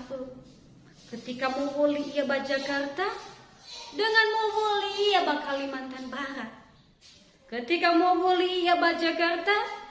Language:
Nias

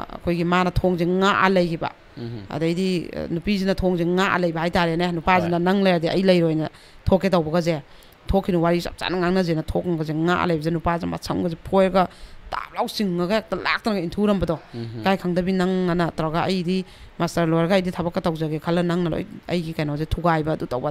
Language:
Manipuri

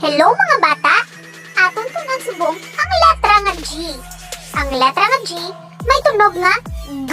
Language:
Hiligaynon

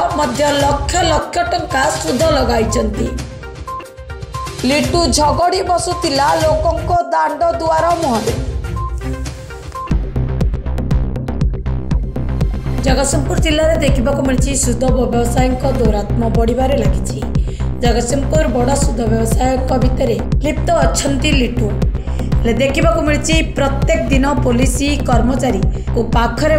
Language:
Odia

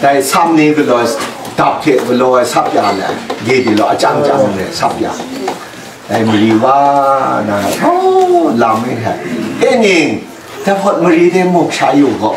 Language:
Kachin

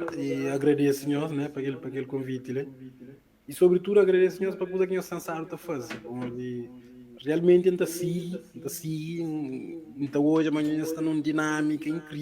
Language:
Kabuverdianu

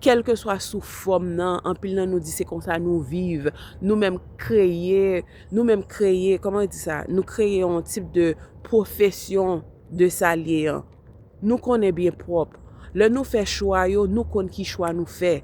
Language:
Haitian Creole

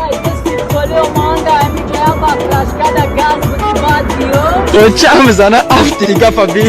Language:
Tajik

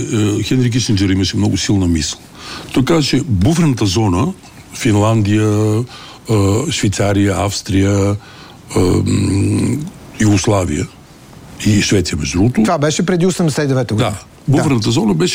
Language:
Bulgarian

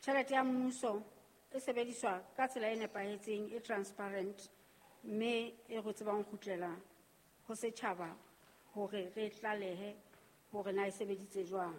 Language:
Southern Sotho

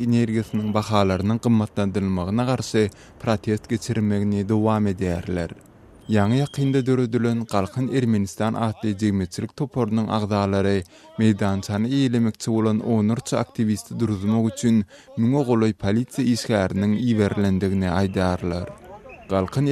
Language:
Turkmen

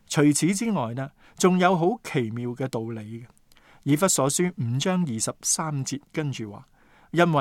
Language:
Cantonese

